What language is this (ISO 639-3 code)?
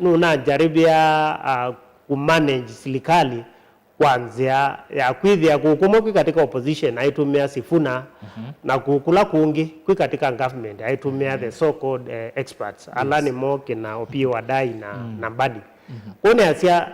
kam